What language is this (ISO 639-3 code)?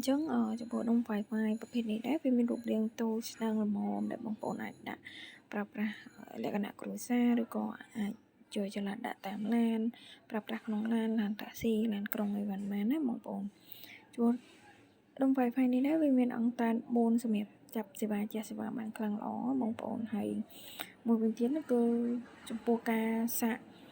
khm